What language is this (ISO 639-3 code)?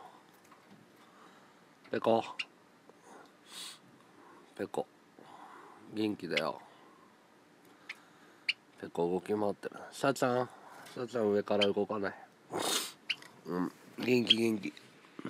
jpn